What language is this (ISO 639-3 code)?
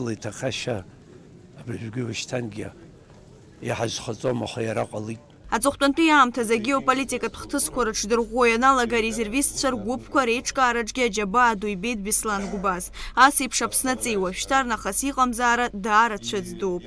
abk